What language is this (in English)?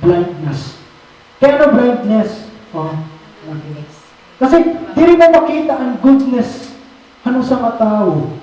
Waray